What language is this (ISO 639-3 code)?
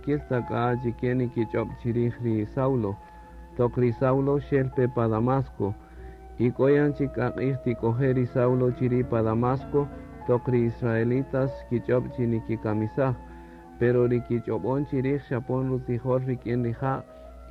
cak